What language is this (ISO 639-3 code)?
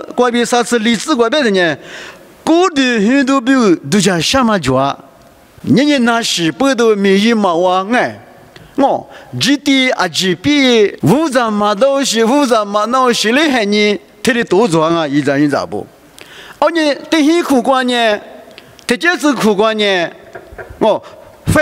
lis